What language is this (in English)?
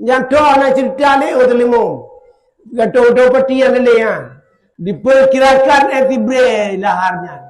Achinese